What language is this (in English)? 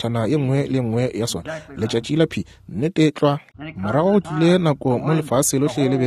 Northern Sotho